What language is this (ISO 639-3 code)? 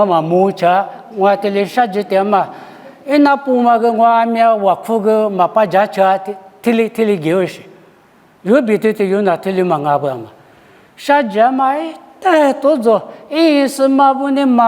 lis